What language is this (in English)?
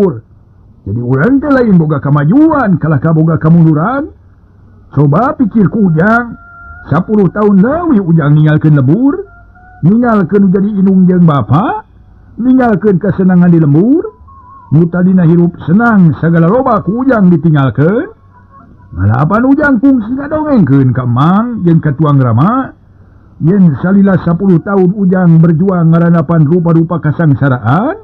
Sundanese